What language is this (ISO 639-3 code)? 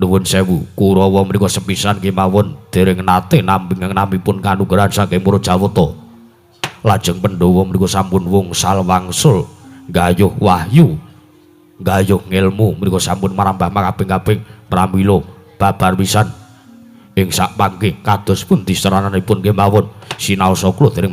jav